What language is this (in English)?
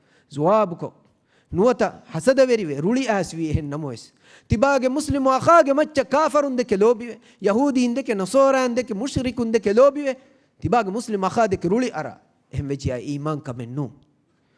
Divehi